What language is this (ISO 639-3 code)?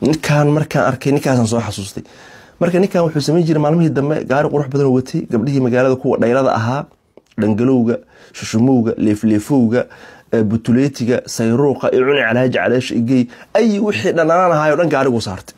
som